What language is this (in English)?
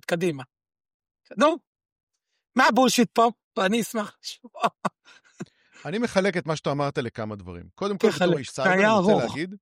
Hebrew